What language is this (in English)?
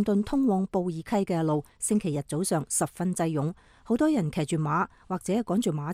Cantonese